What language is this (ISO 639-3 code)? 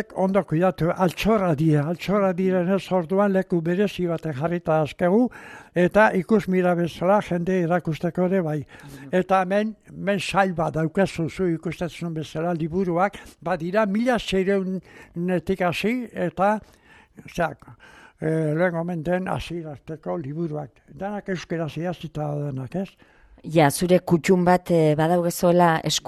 eus